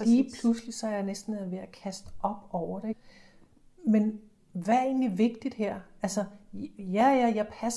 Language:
Danish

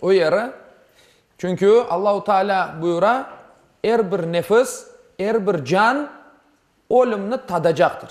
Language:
Crimean Tatar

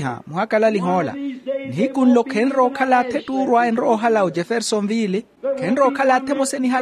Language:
Makhuwa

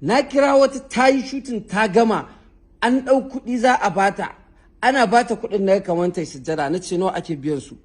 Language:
Hausa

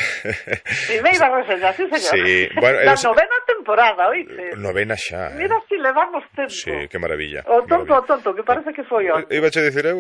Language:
Galician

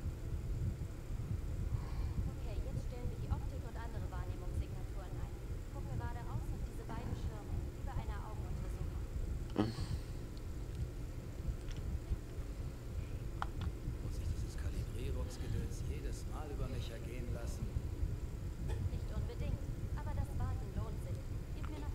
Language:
German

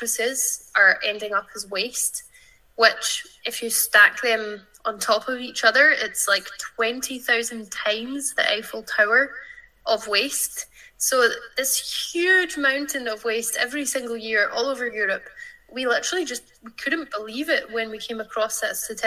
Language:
English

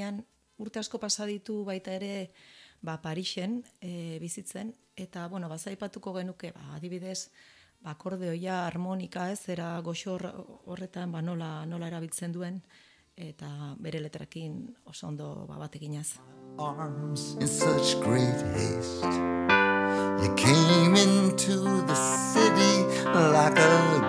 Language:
Basque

